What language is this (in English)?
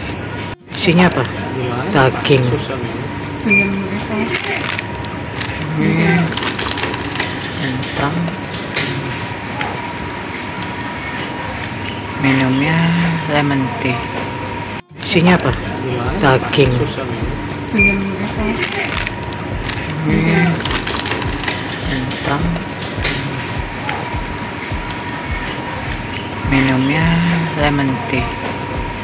Indonesian